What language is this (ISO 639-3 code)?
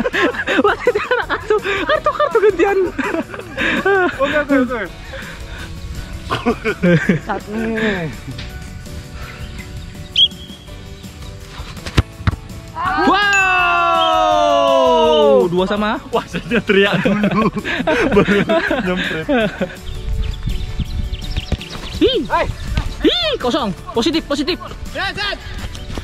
ind